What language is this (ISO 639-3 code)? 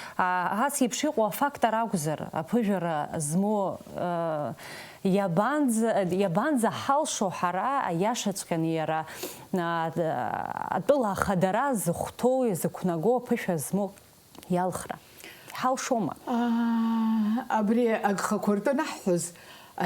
abk